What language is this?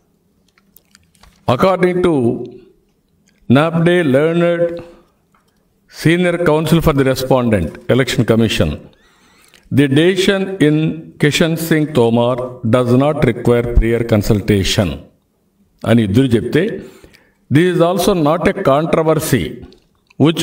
Telugu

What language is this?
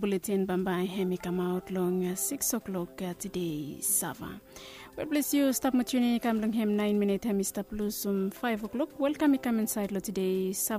Bislama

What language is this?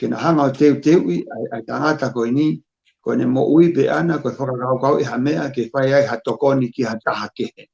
Tongan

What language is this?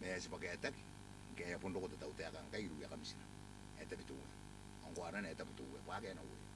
Gilbertese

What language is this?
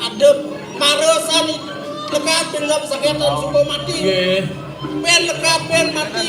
Balinese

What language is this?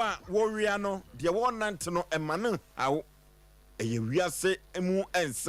Akan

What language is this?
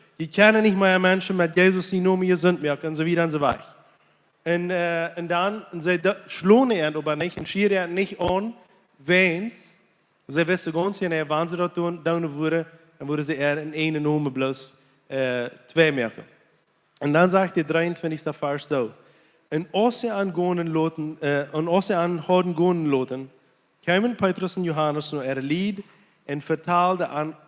Plautdietsch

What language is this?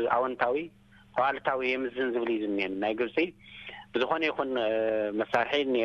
Tigrinya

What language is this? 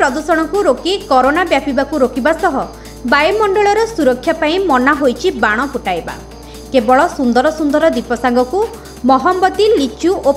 Odia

